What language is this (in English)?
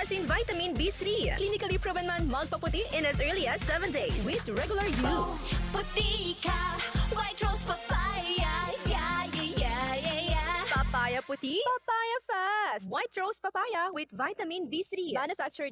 Bikol